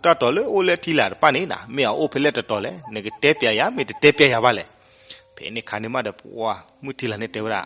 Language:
S'gaw Karen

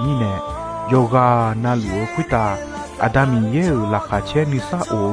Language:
Akha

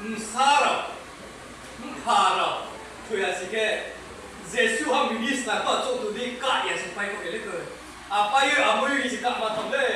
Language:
Riang (India)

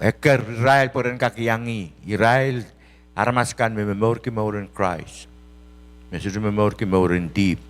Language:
Pohnpeian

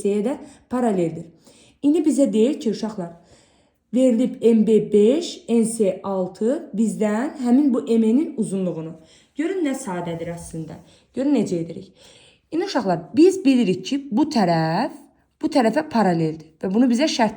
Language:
Azerbaijani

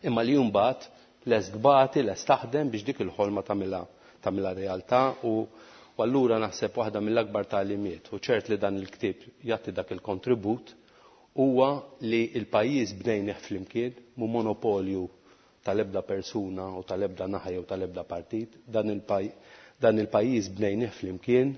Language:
Maltese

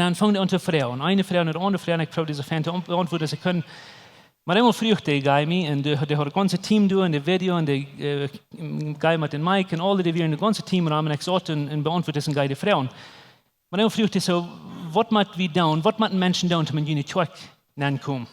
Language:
Plautdietsch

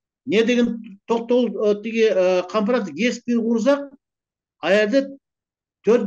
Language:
Kyrgyz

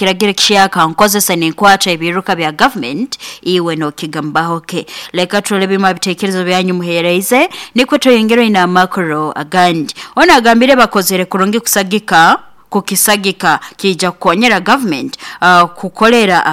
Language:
Nyoro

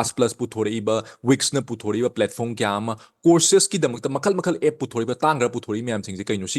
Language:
Manipuri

